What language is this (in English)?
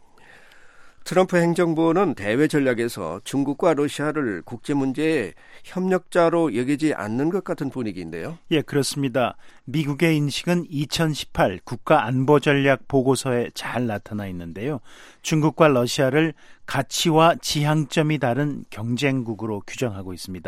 Korean